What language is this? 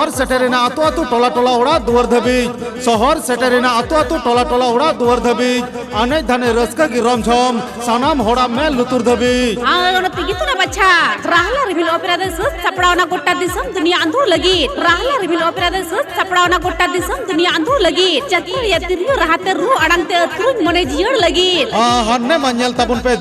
Santali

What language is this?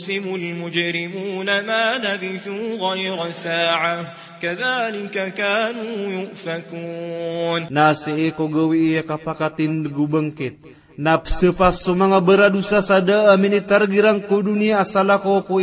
Maranao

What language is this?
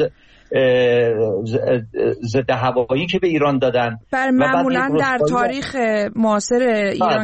Persian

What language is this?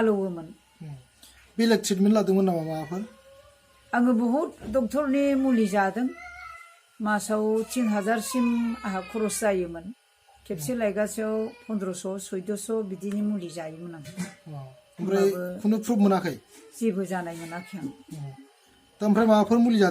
Bodo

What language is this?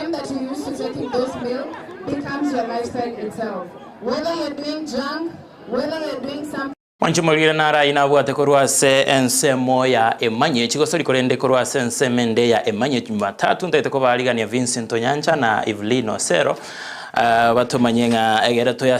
Gusii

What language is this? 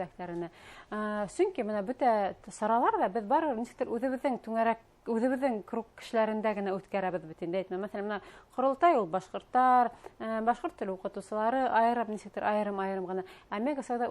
Bashkir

